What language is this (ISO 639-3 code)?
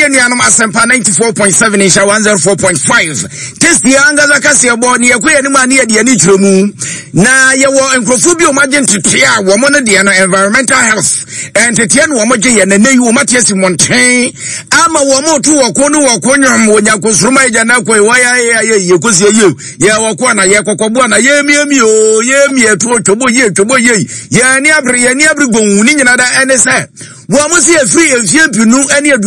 aka